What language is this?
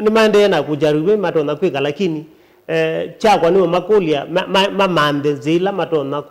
Kamba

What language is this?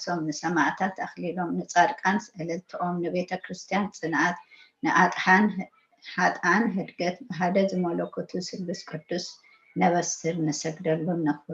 Tigrinya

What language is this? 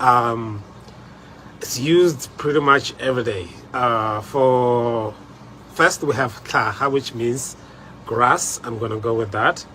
Tswana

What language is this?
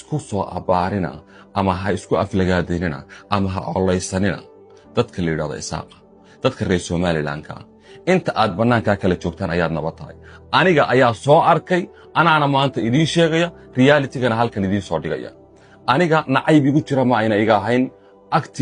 Somali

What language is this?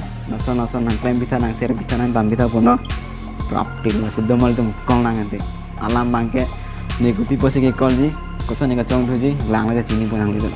Karbi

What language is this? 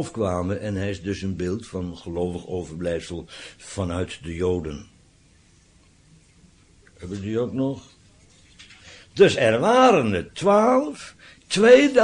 Dutch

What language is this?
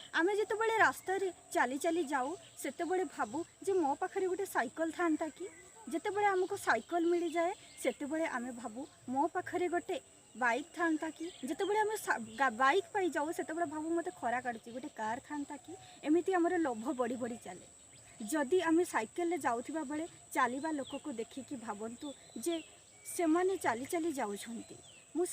Odia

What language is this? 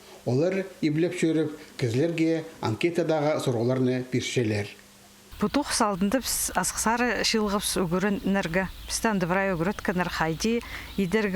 Khakas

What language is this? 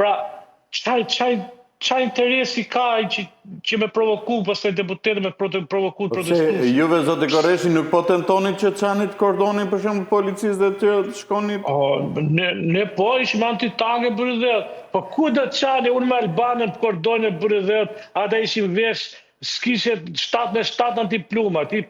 Albanian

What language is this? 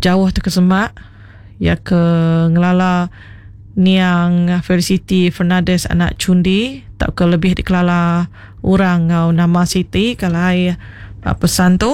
Iban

